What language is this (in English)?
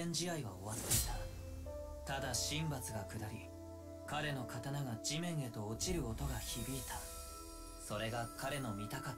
Japanese